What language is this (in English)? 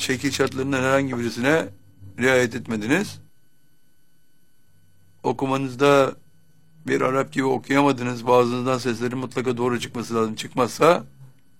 Turkish